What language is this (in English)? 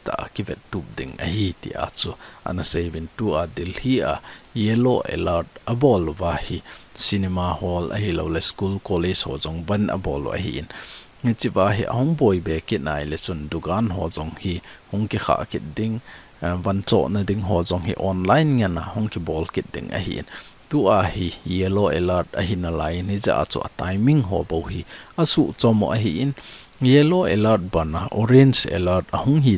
Thado Chin